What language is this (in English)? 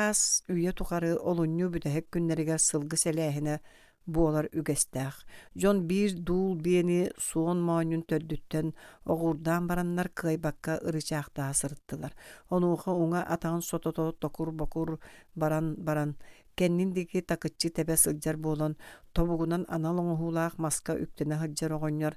Yakut